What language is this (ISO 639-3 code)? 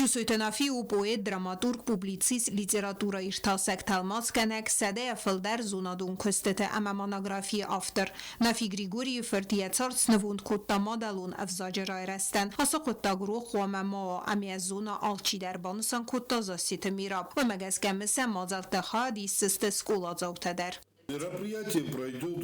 oss